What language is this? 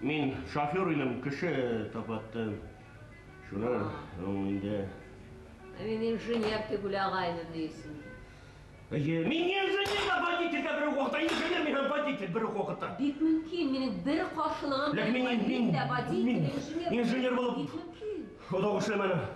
Bashkir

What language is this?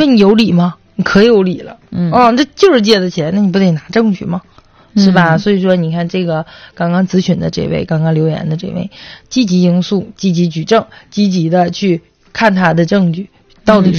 Chinese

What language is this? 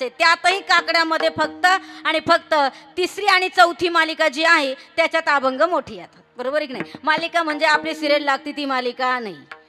Marathi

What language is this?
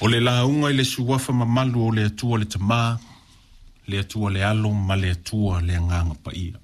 Samoan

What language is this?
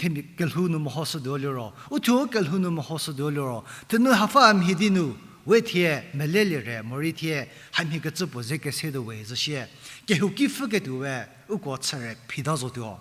Angami Naga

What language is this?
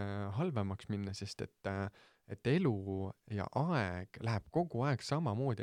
Estonian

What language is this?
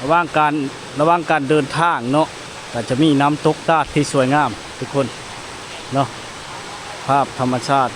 Lao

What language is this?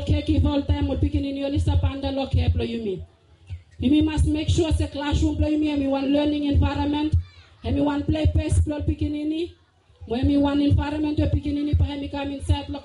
Bislama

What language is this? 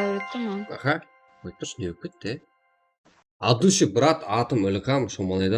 Kara-Kalpak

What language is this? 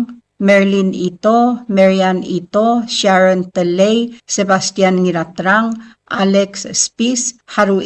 Palauan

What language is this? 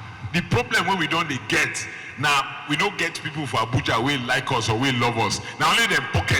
Nigerian Pidgin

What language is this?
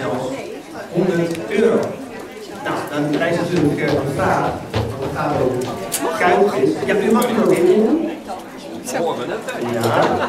Dutch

